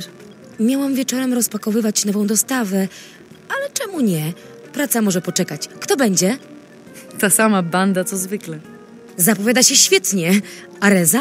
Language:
Polish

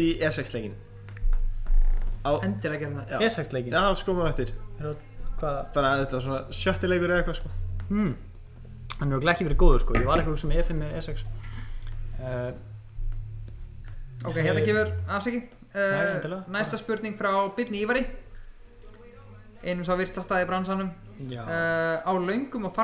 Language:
Icelandic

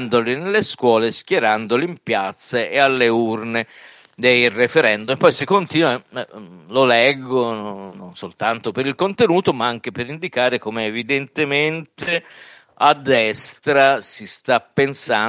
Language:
Italian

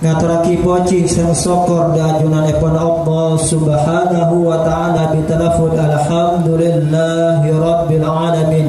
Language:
Madurese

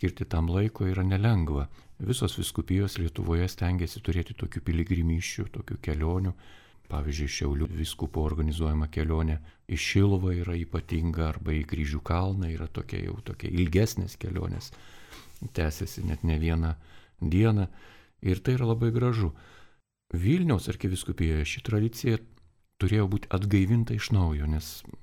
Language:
Lithuanian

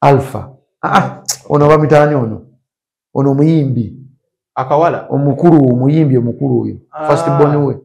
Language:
Ganda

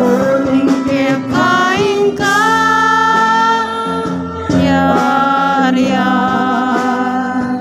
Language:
Pampanga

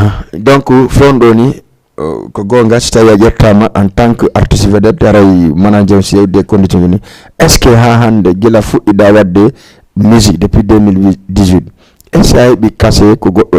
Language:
Fula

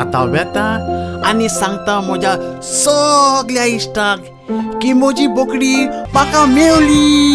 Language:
Konkani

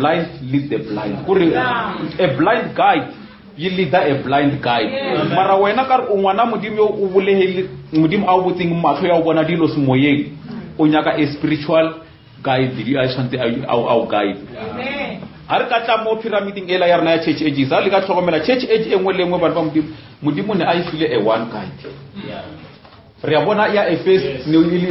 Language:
Northern Sotho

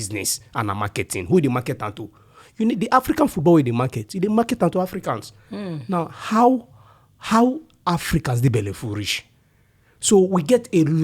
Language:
Nigerian Pidgin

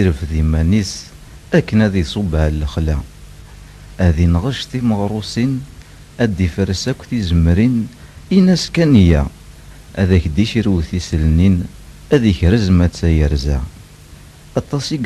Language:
Kabyle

